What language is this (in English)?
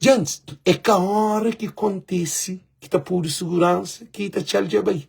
Kabuverdianu